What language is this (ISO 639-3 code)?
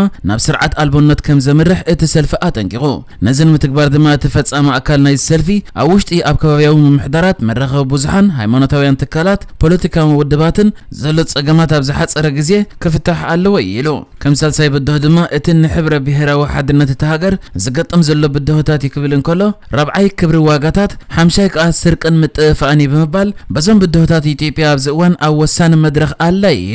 tir